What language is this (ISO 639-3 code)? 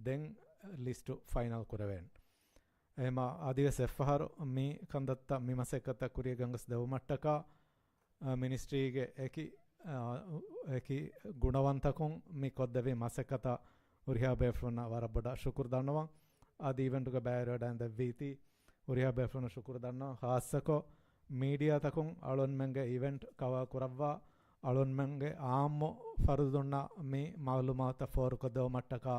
div